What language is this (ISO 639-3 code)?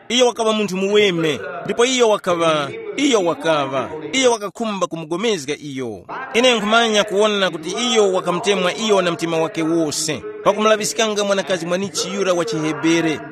tum